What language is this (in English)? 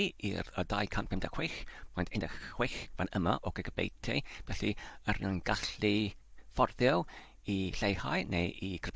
Welsh